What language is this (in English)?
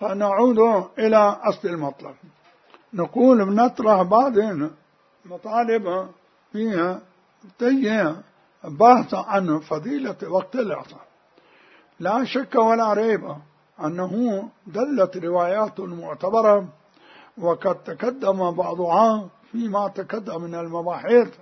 Mesopotamian Arabic